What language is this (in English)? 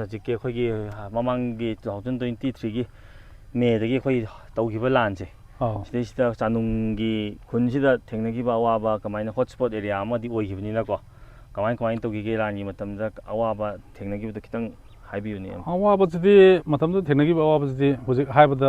Manipuri